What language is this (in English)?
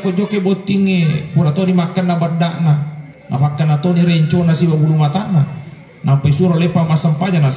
Buginese